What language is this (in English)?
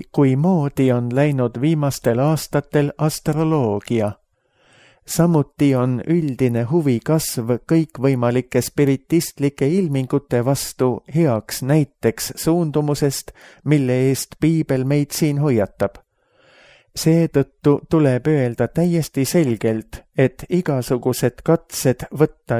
Estonian